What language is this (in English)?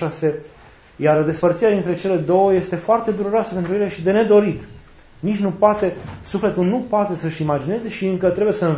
Romanian